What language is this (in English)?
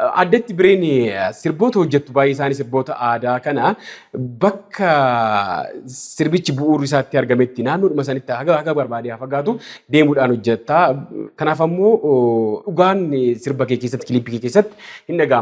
Oromo